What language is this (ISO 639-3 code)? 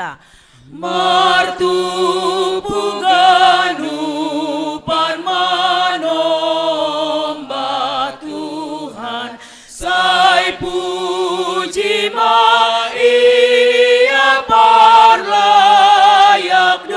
bts